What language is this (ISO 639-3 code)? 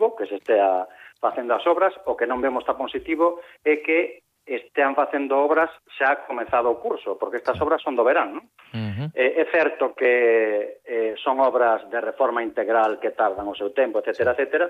glg